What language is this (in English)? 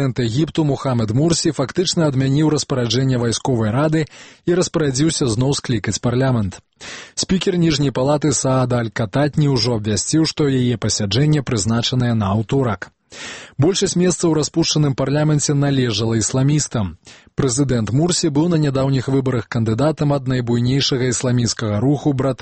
Belarusian